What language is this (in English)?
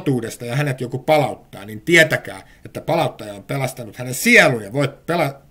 Finnish